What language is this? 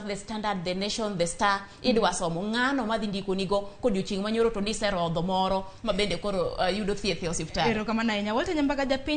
Luo (Kenya and Tanzania)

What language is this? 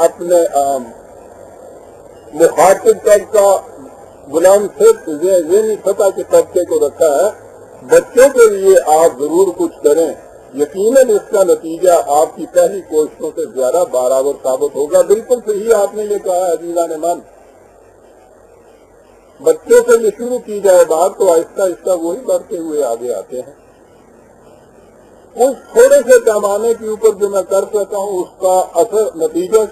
Urdu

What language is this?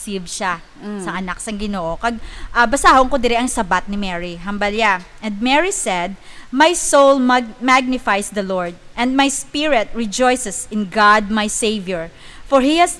Hiligaynon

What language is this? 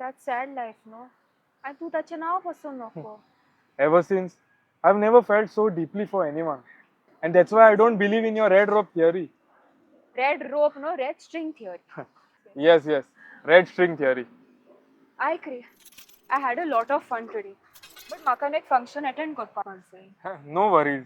Konkani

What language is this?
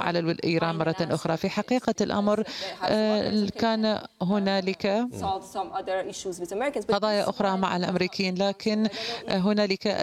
Arabic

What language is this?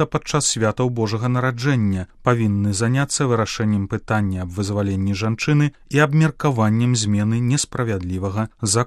Belarusian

